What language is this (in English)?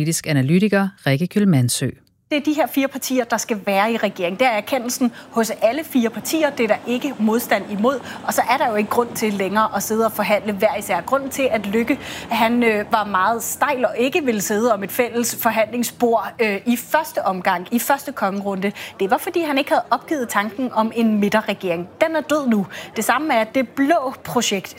Danish